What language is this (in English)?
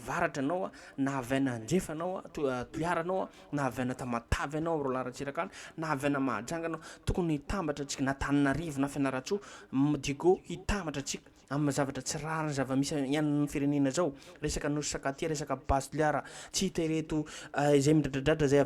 Malagasy